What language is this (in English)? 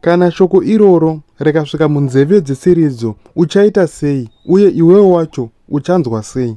Shona